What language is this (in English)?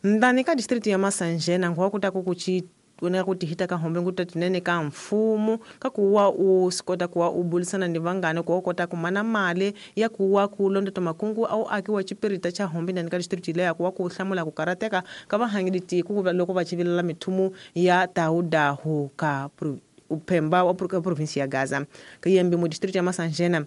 Tsonga